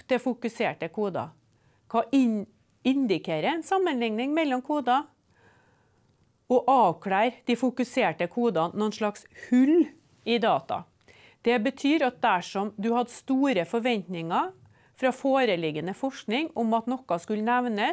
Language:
Norwegian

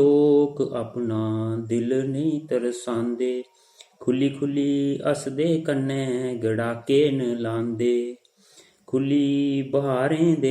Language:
Dogri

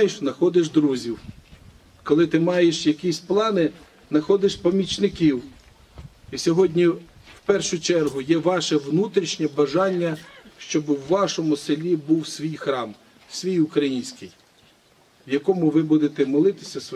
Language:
Ukrainian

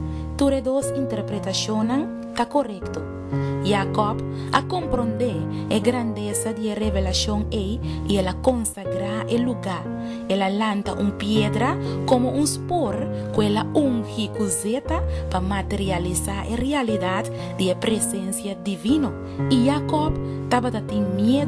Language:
Papiamento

